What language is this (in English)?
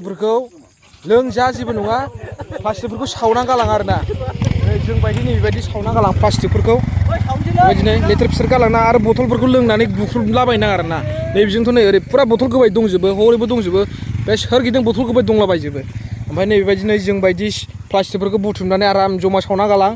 Bodo